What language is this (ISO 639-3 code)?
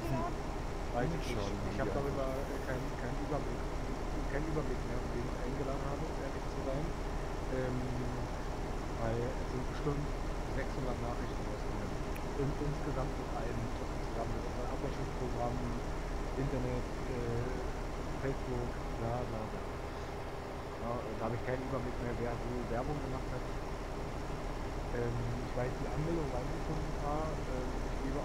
deu